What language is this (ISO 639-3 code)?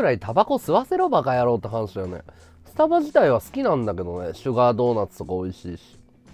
jpn